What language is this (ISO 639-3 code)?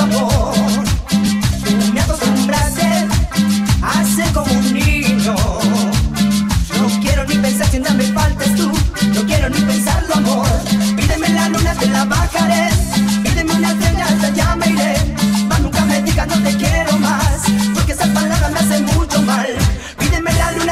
spa